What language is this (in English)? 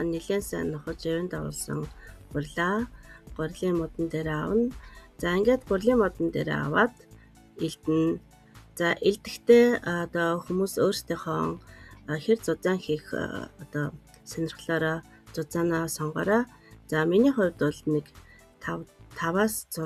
Mongolian